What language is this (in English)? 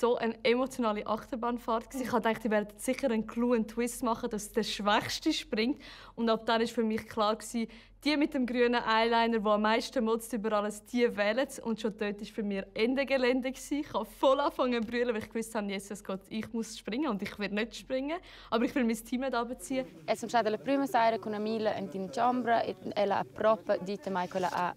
Romansh